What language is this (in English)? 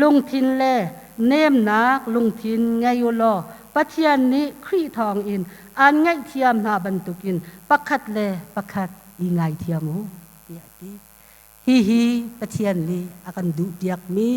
Hakha Chin